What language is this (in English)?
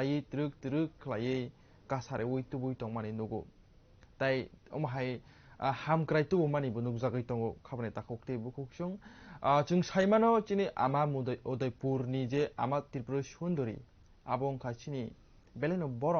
Kok Borok